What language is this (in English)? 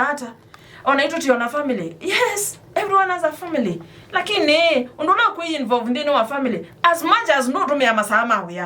Kamba